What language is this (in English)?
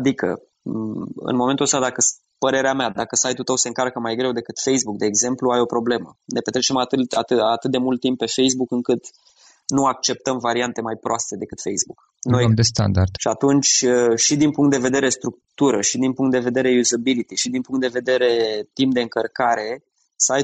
Romanian